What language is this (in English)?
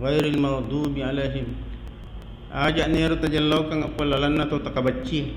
Buginese